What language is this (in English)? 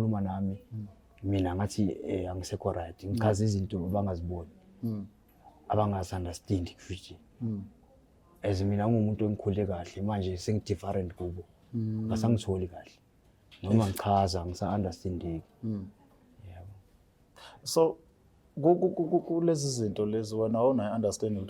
Zulu